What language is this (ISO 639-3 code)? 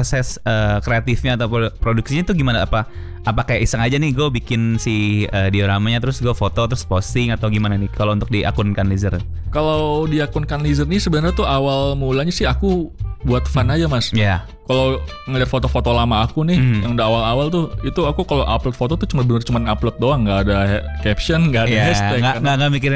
ind